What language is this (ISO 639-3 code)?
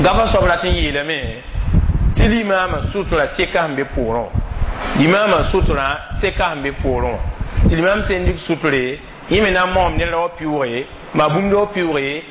mos